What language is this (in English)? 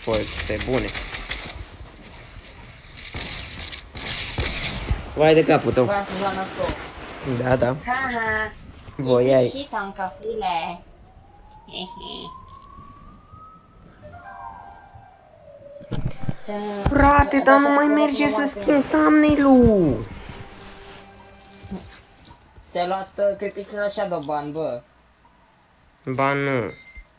Romanian